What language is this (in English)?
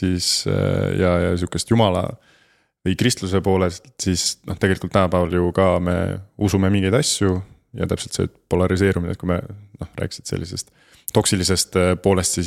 Estonian